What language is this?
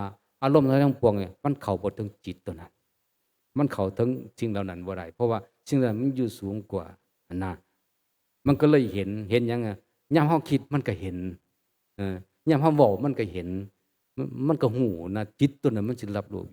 Northeastern Thai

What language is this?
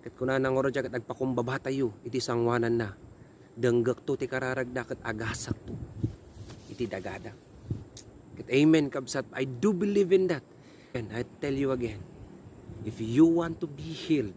Iloko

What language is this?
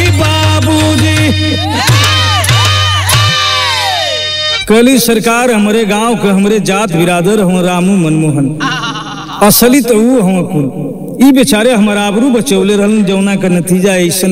Bhojpuri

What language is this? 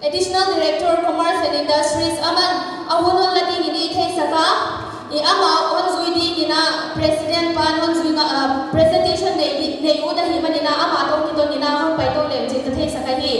Paite Chin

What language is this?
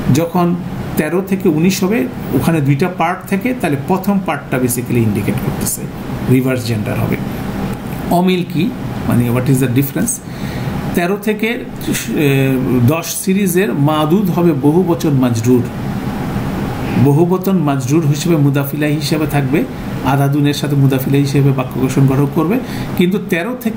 Bangla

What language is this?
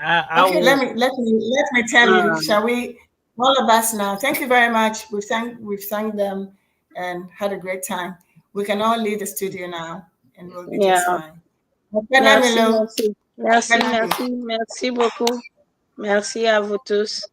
Ewe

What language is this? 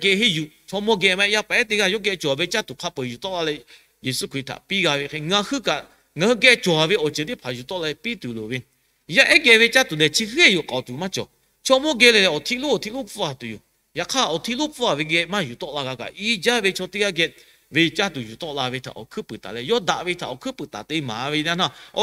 Lahu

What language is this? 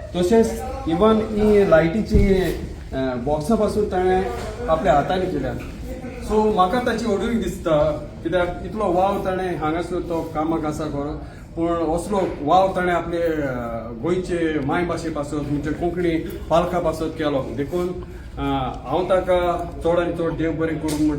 Konkani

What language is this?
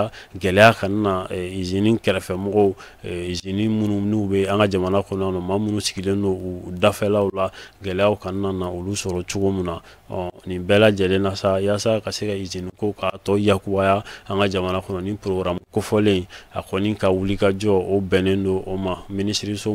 Bambara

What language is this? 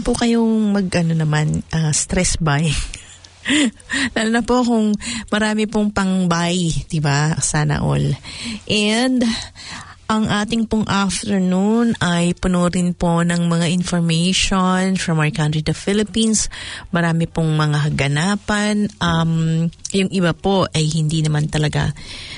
Filipino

